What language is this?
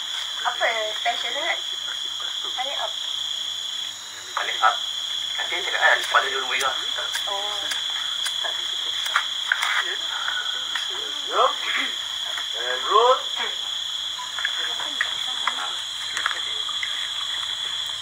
Malay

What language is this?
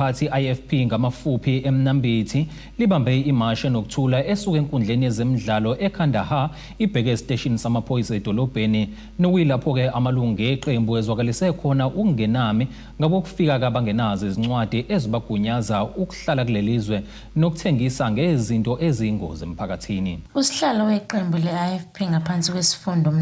Zulu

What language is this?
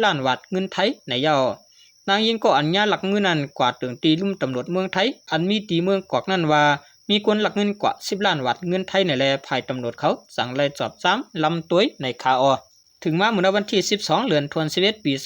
Shan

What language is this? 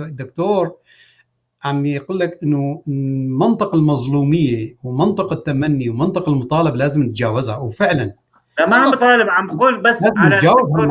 North Levantine Arabic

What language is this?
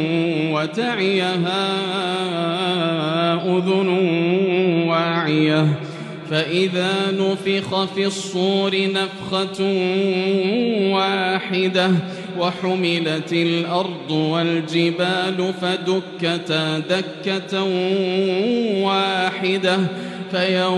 Arabic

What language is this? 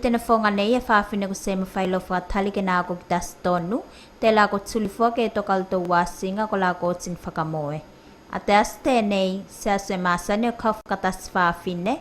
Tuvalu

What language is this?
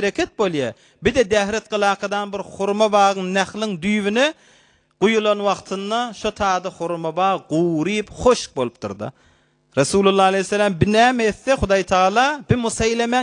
Turkmen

